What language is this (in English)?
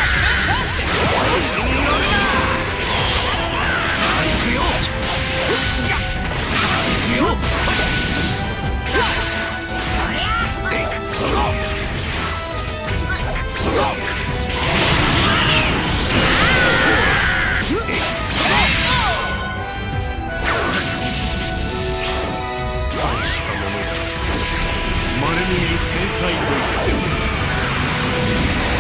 Japanese